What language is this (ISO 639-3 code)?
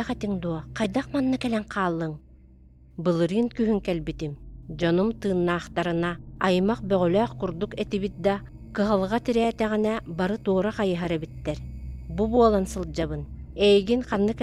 sah